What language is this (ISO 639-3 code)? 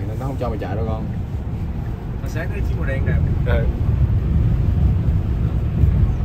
vie